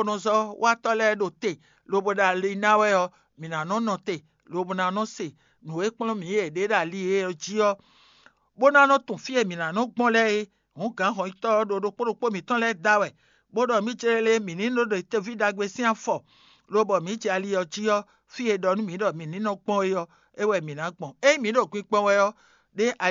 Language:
Fon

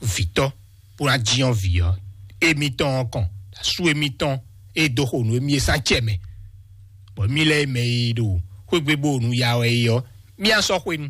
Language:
Fon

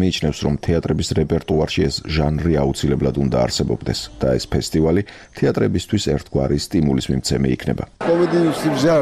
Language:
Georgian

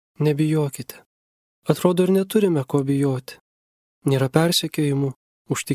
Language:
Lithuanian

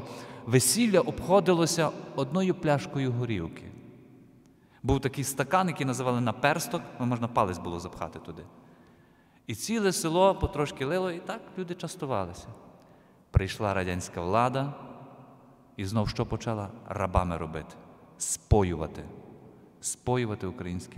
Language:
Ukrainian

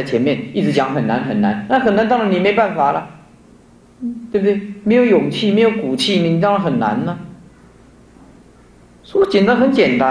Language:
Chinese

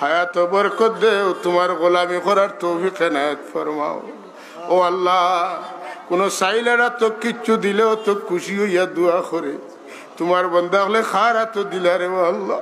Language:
Sylheti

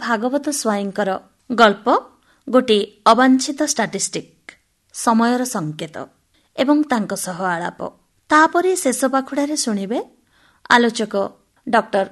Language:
Odia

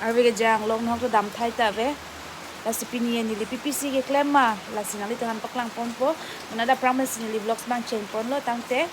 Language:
Karbi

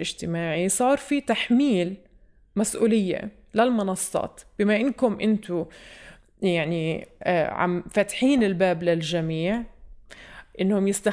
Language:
North Levantine Arabic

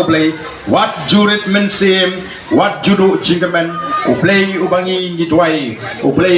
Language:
Khasi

